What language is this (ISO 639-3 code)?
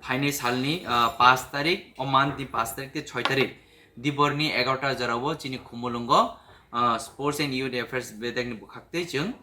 trp